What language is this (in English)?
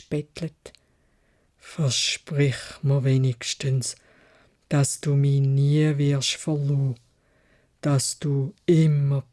Swiss German